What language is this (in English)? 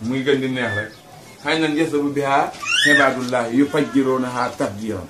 Wolof